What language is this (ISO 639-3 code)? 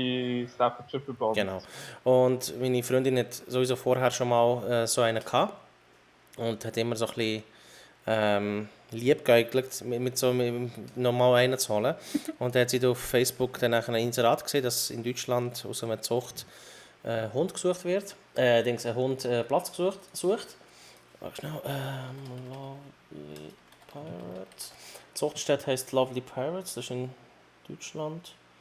gsw